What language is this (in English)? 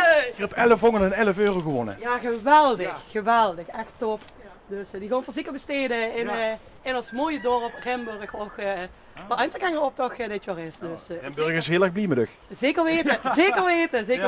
Limburgish